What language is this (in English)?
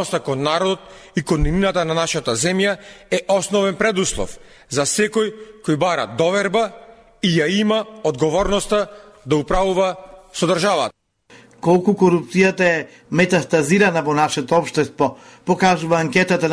Macedonian